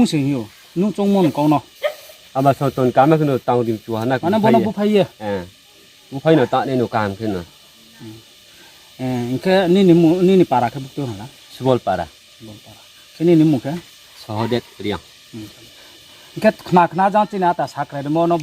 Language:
Riang (India)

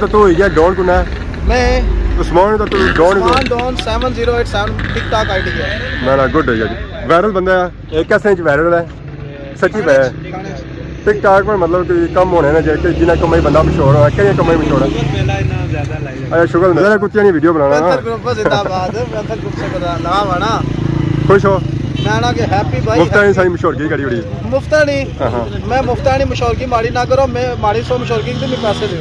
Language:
Pahari-Potwari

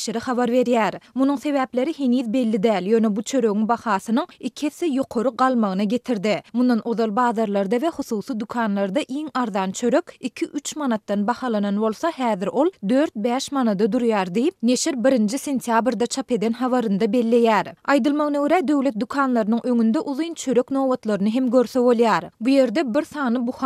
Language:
Turkmen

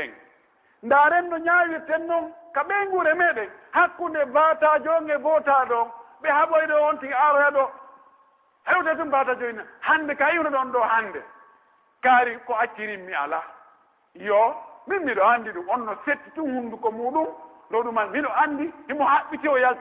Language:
Pular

